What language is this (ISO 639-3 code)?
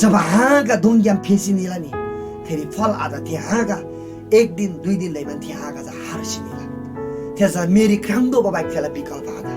taj